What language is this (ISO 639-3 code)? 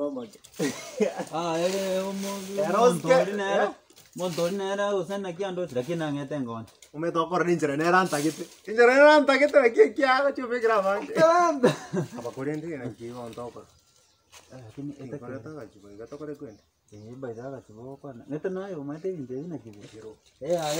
guz